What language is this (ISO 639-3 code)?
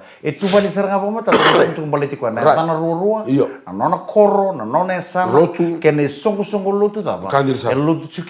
fij